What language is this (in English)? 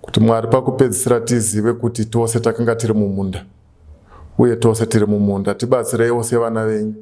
Shona